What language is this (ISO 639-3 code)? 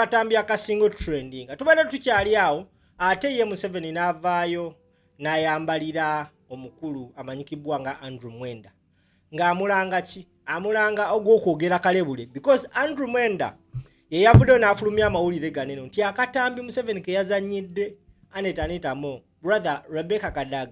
lug